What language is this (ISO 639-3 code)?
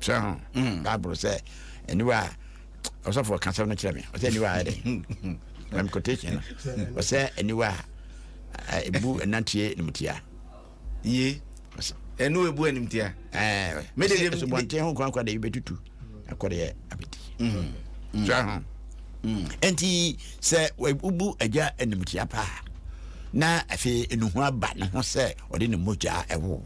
aka